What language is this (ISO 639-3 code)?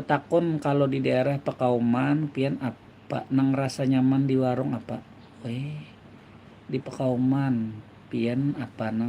bjn